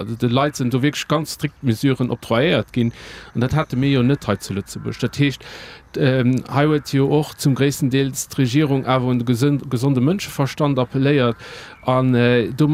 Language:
Luxembourgish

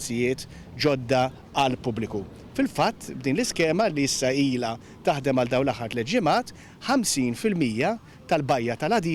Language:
Maltese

